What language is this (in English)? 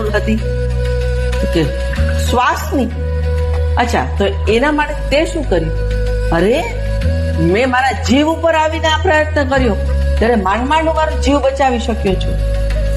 Gujarati